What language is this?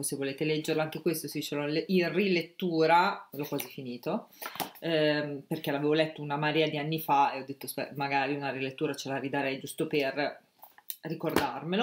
Italian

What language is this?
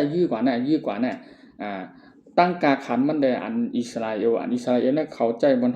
Shan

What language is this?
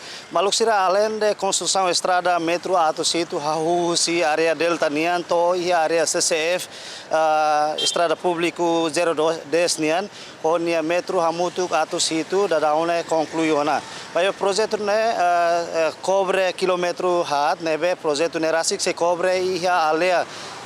Tetum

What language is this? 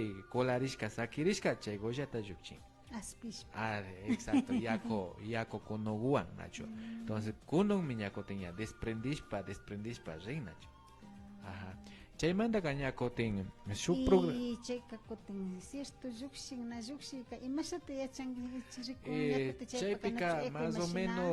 Imbabura Highland Quichua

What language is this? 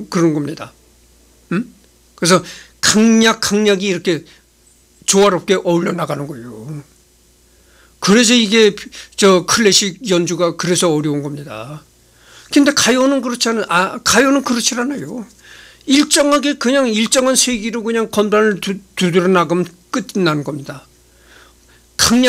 Korean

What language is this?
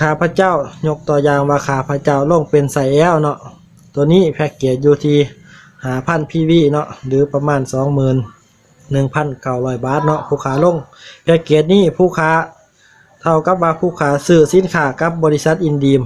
Lao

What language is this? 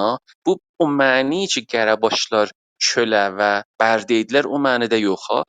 South Azerbaijani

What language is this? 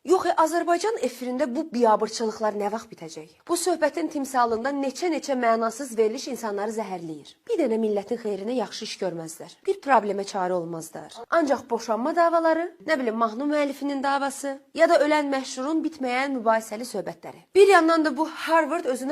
Azerbaijani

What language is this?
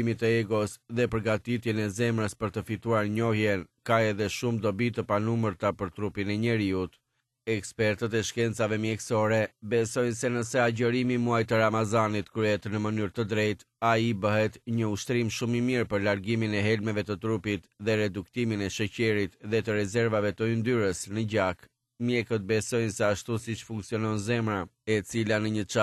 Albanian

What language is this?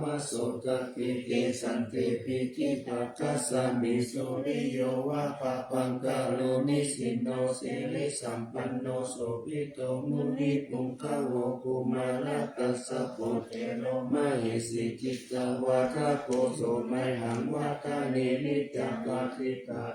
Pali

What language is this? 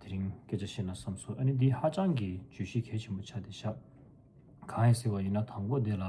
Tibetan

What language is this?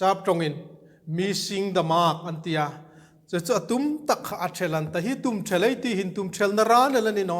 Hmar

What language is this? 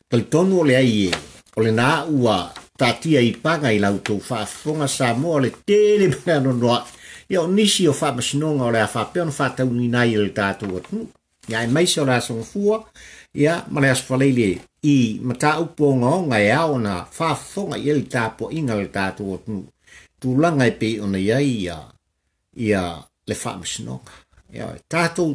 Samoan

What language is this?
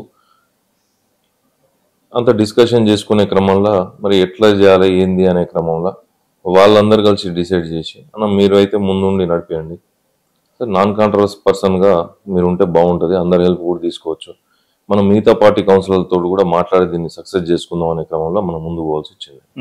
Telugu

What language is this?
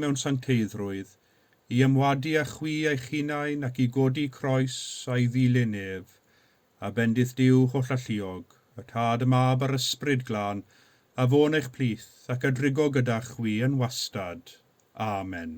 Welsh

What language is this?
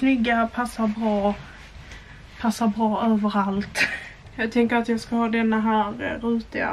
Swedish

